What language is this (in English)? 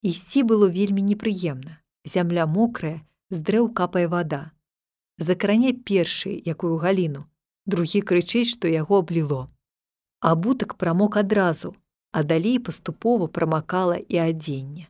Belarusian